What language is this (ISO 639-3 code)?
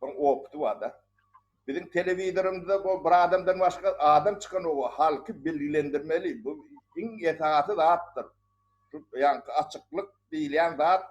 tuk